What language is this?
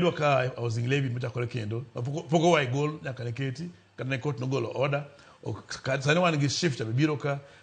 Luo (Kenya and Tanzania)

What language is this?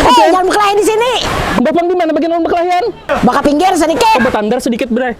Banjar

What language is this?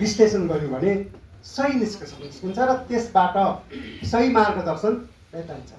Nepali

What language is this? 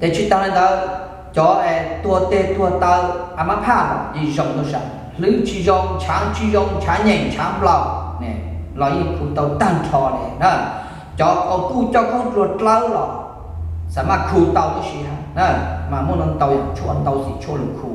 Hmong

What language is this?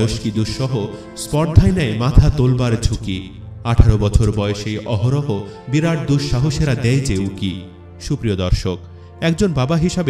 Bangla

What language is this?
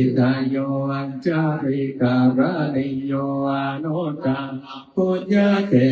Pali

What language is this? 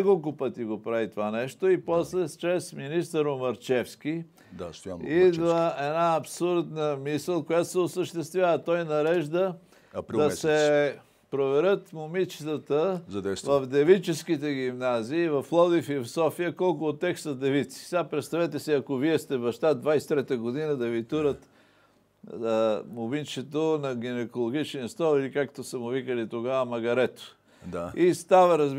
Bulgarian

